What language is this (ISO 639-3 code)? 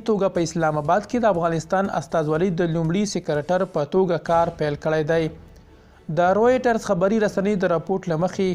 pus